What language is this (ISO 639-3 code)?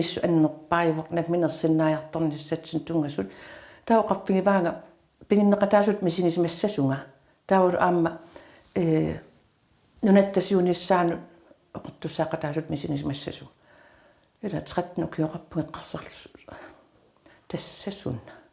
kal